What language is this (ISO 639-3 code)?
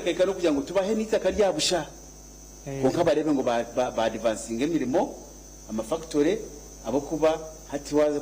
nyn